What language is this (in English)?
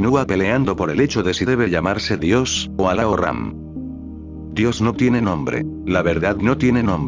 Spanish